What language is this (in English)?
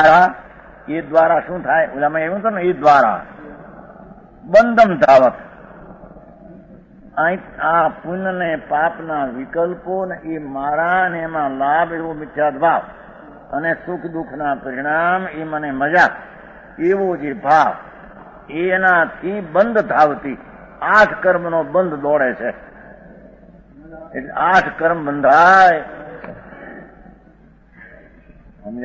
Gujarati